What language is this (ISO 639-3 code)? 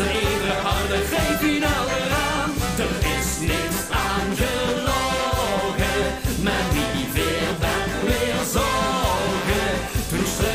lim